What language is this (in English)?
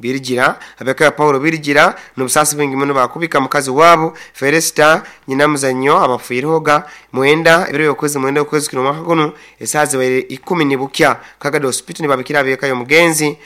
Nyoro